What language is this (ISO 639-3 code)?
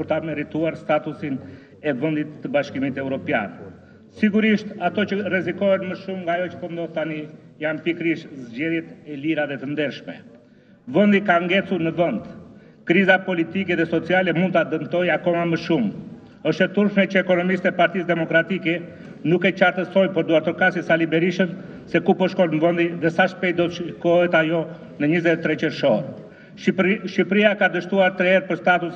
sqi